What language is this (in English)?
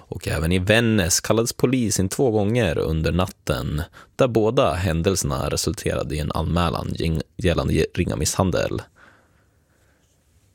Swedish